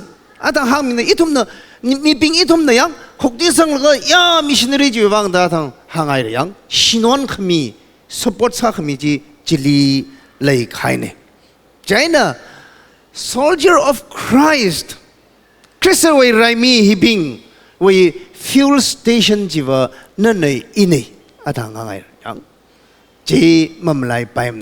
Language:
Tangkhul Naga (India)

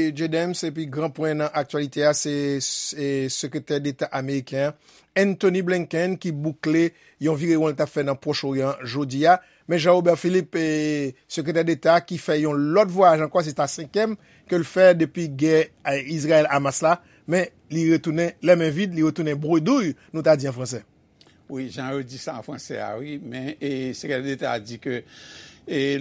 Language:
Haitian Creole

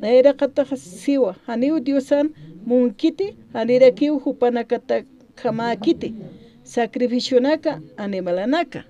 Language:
Aymara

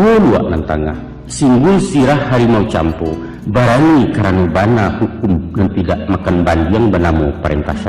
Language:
Minangkabau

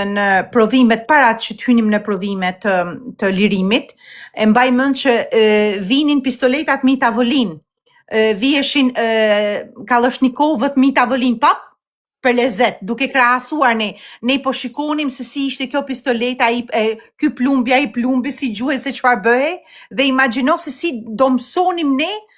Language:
Albanian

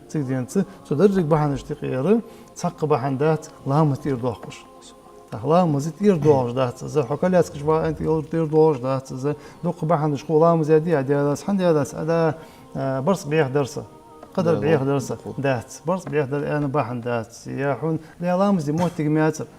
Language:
Ingush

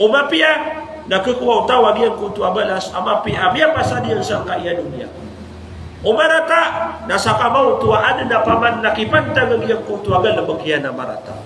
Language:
Maranao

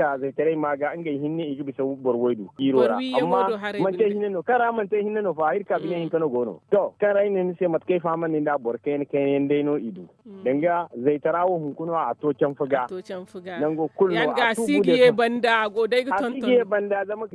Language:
Zarma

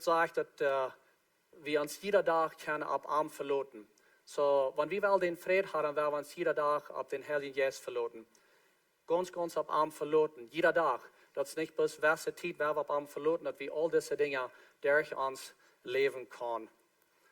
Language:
Plautdietsch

